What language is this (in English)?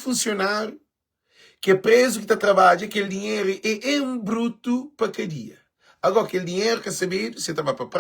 Kabuverdianu